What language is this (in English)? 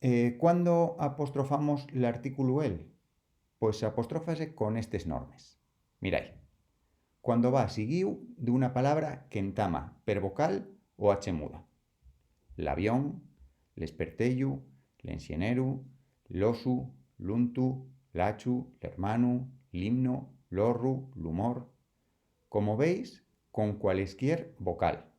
Asturian